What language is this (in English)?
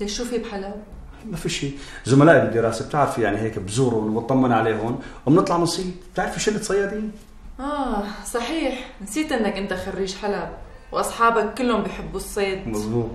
North Levantine Arabic